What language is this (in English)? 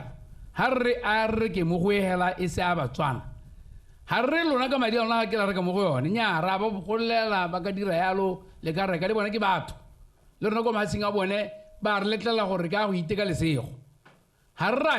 Tswana